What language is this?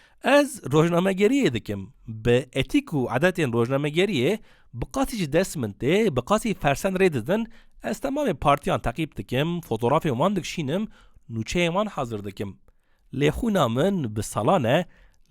Kurdish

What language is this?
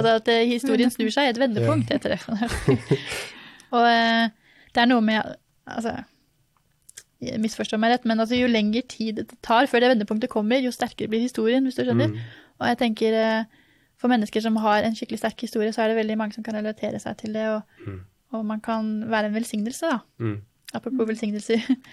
Norwegian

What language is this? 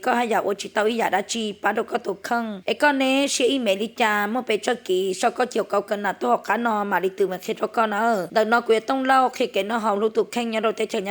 Hmong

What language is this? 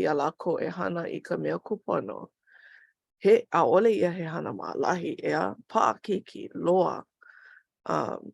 Hawaiian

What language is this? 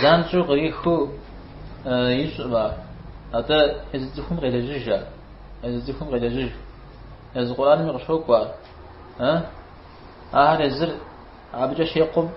Kabardian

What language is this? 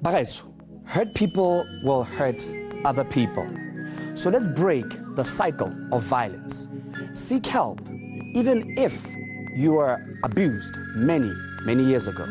Tswana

